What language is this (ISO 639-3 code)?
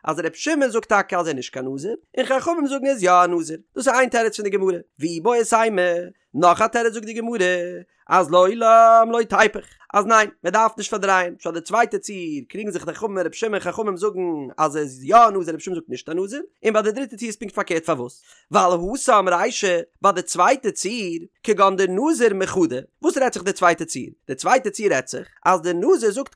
yid